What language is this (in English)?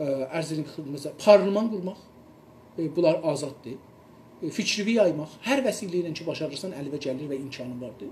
South Azerbaijani